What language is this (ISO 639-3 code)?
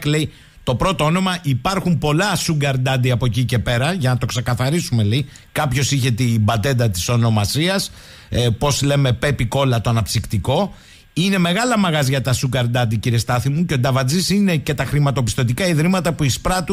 ell